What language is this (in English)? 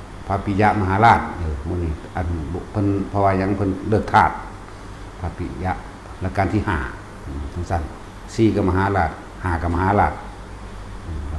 Northeastern Thai